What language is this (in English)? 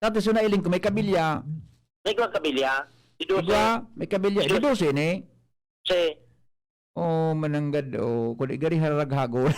Bikol